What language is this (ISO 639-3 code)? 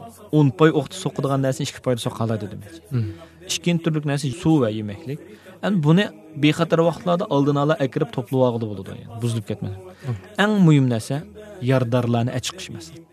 uig